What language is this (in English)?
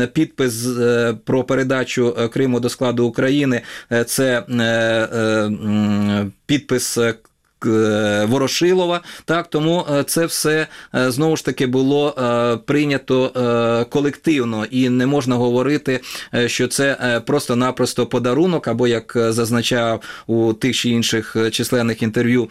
Ukrainian